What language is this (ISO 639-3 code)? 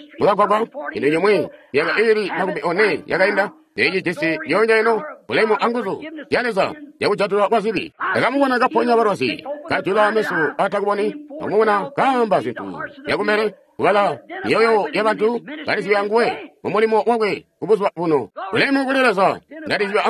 toi